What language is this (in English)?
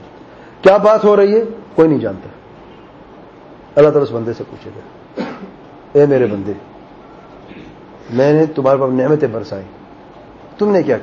Urdu